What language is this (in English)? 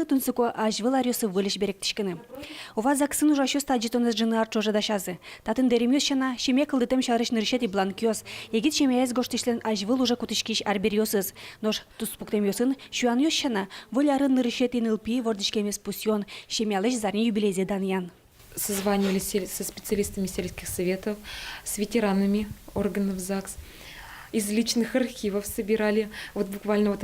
Udmurt